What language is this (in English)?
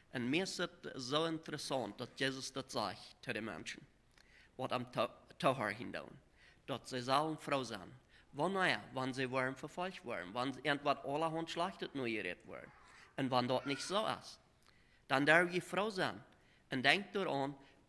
Plautdietsch